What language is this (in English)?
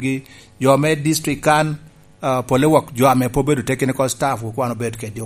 Lango (Uganda)